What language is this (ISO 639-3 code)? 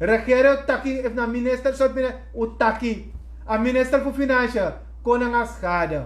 srn